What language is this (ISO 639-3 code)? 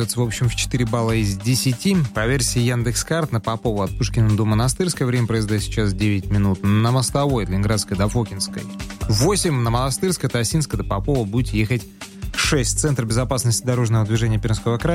rus